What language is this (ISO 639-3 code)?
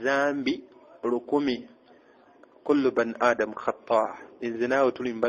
lug